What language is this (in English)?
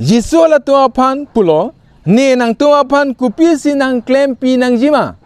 Karbi